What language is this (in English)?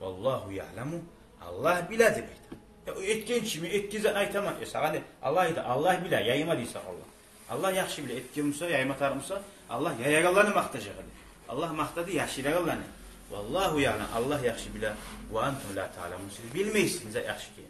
Kumyk